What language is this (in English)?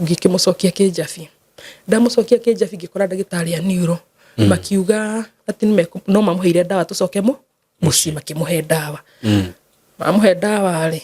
Kikuyu